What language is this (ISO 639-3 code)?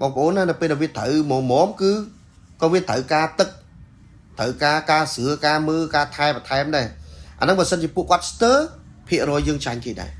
khm